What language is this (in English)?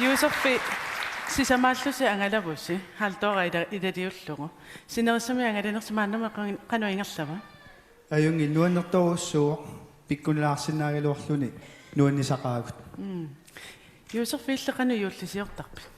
Kalaallisut